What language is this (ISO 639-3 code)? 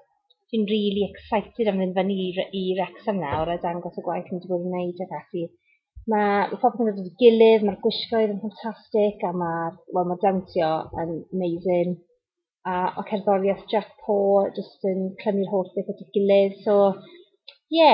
cym